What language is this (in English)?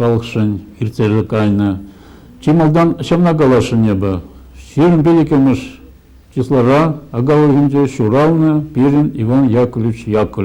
Chuvash